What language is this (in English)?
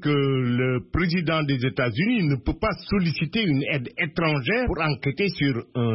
French